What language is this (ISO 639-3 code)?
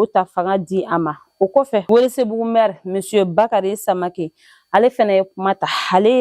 bam